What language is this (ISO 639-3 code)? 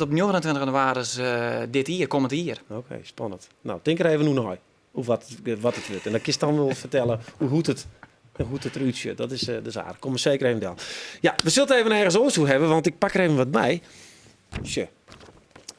fry